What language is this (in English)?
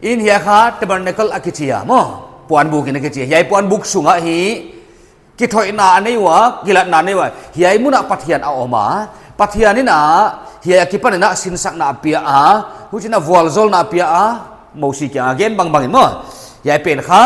Paite Chin